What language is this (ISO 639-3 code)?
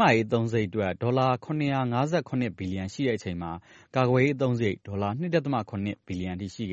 mya